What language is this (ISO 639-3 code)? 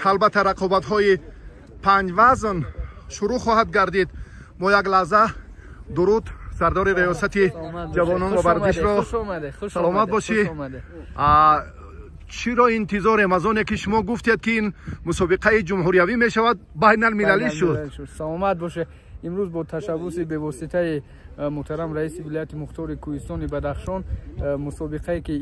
tgk